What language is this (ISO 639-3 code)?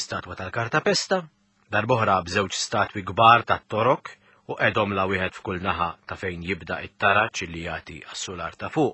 mlt